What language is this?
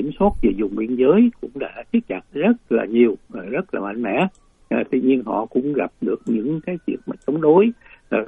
Vietnamese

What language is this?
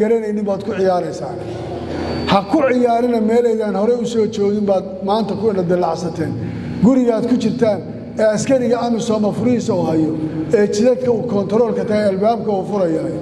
Somali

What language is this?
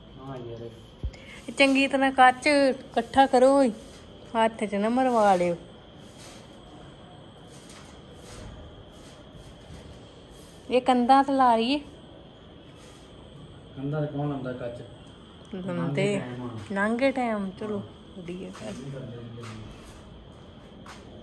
Punjabi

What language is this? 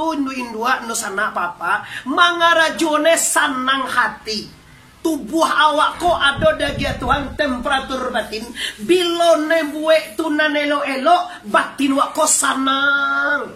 Minangkabau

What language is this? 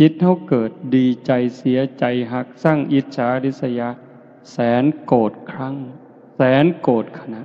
Northeastern Thai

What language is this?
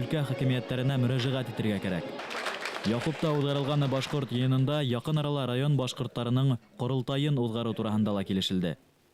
Bashkir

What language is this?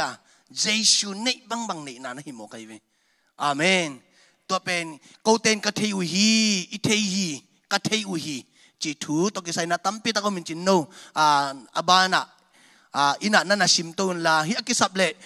Tedim Chin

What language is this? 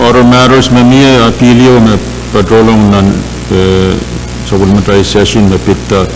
Pohnpeian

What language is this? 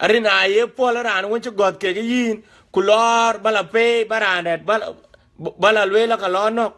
Dinka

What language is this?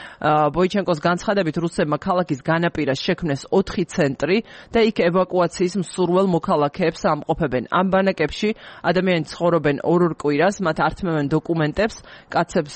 Georgian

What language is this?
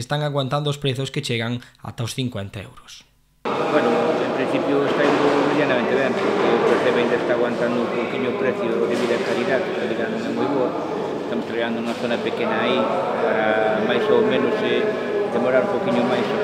Galician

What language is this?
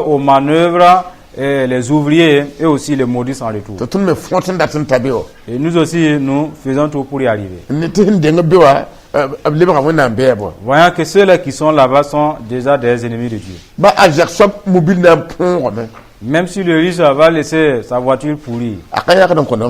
Mossi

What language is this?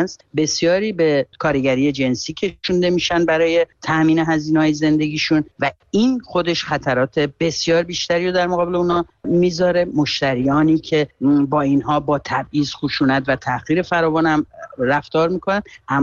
Persian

